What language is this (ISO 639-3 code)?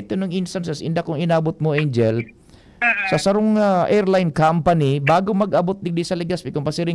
bik